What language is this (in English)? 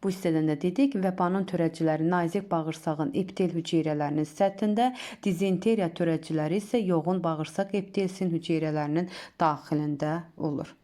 Azerbaijani